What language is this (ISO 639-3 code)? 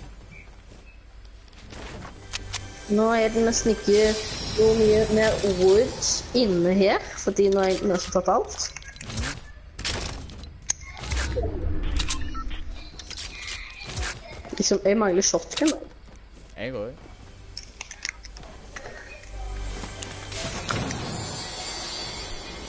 nor